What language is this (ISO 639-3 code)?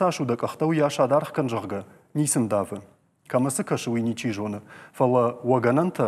oss